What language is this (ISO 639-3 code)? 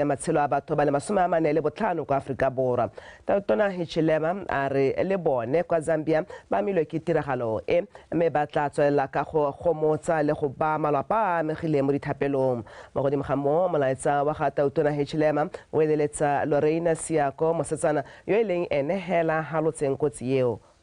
tsn